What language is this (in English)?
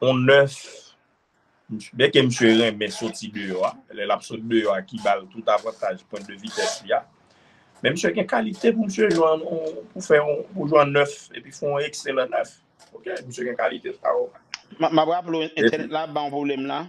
Haitian Creole